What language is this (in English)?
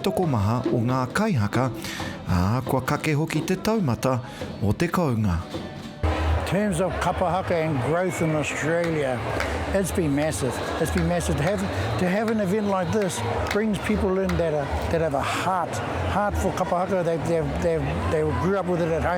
Māori